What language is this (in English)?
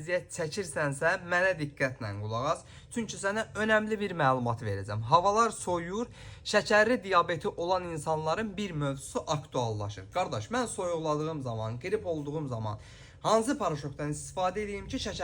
Azerbaijani